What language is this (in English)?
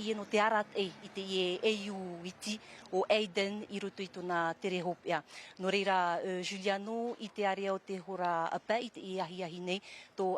Tahitian